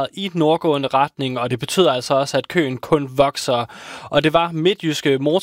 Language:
Danish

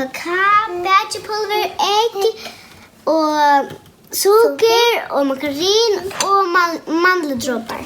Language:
Faroese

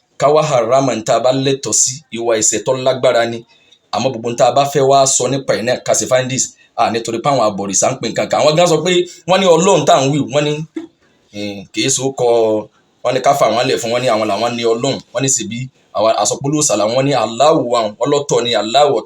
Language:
Yoruba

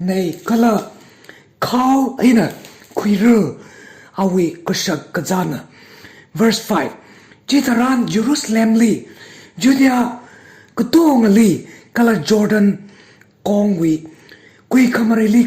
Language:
Tangkhul Naga (India)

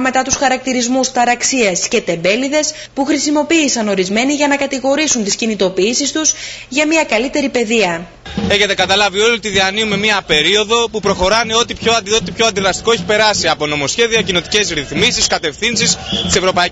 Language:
Greek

